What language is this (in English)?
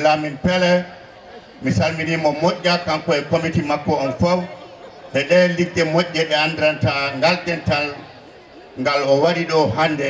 Fula